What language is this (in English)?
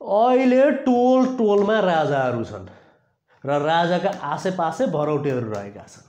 Nepali